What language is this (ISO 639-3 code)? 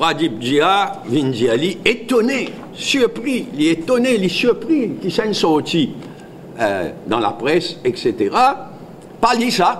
mfe